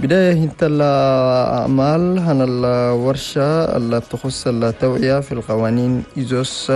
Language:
Chadian Arabic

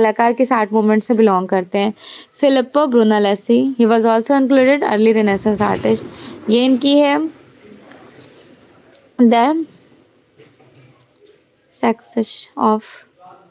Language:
Hindi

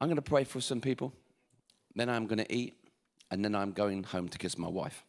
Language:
English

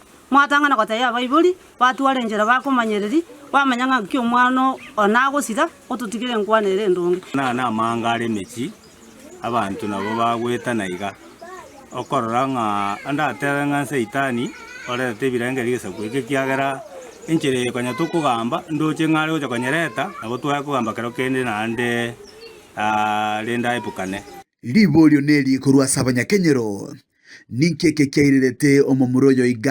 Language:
Gusii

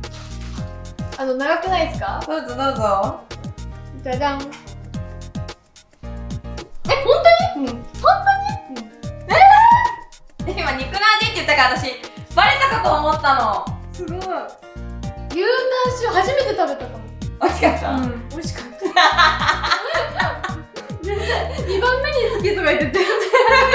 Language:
Japanese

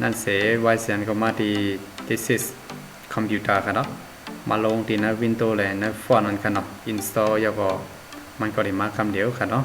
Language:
Shan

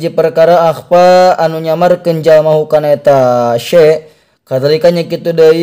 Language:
Sundanese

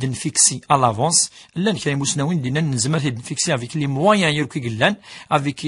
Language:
Kabyle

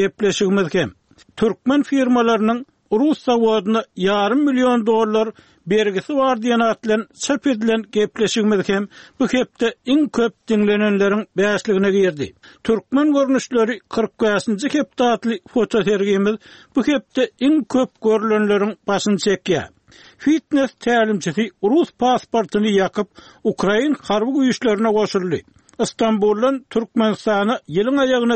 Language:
Turkmen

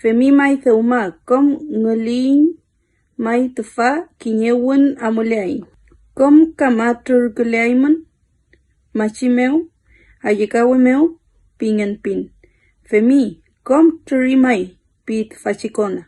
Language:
Mapuche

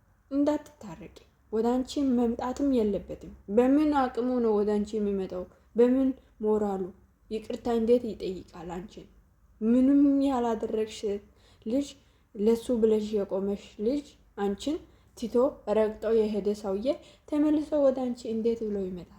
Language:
Amharic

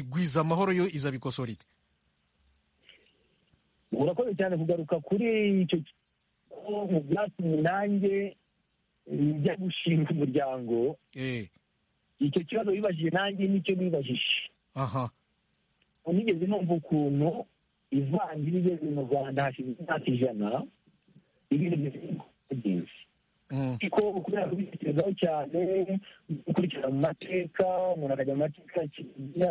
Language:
Kinyarwanda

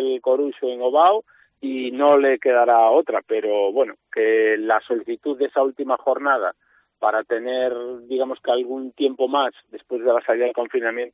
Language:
Spanish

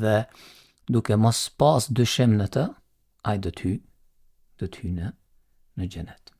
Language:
Albanian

